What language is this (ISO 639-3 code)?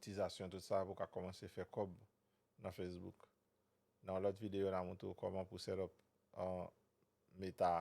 hat